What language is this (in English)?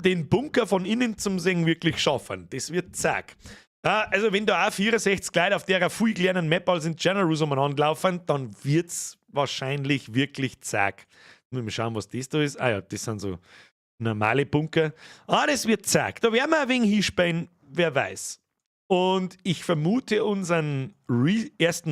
Bavarian